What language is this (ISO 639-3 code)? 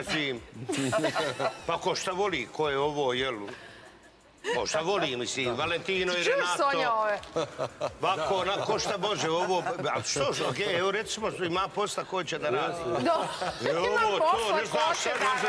srp